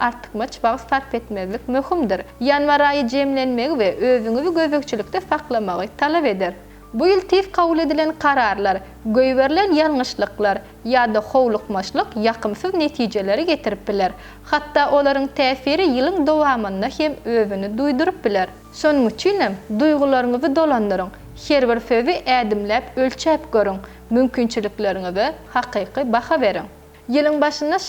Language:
Turkmen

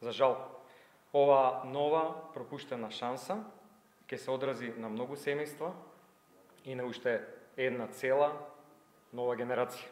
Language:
Macedonian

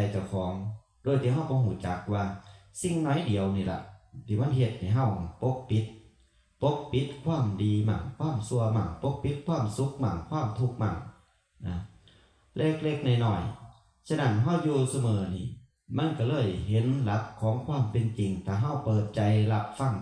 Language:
Northeastern Thai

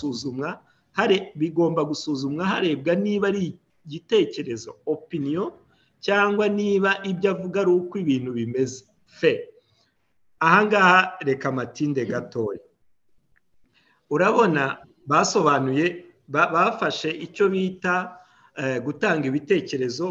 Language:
Kinyarwanda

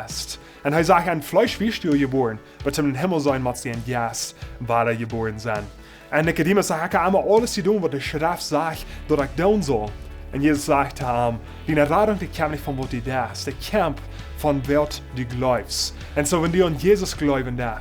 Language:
Plautdietsch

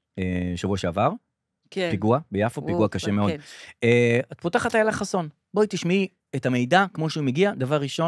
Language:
Hebrew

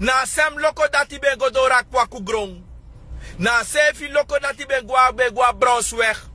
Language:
Sranan Tongo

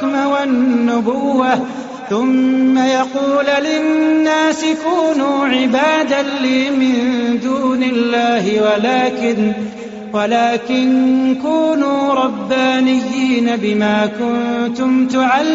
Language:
Arabic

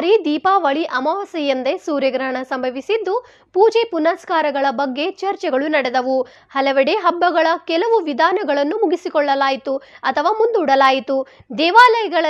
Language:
Kannada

